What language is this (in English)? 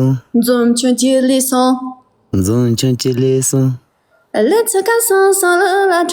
Tibetan